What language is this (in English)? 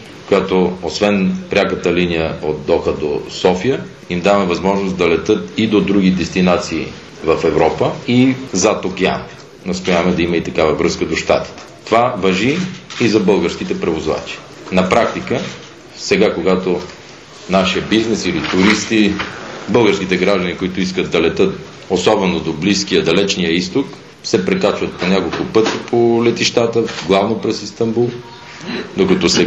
Bulgarian